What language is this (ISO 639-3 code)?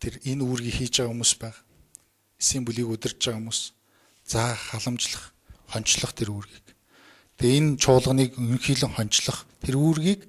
mon